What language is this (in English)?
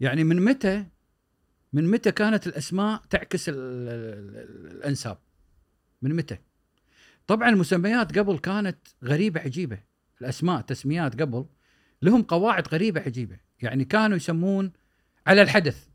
Gulf Arabic